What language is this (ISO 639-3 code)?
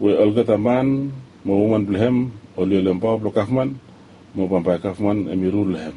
bis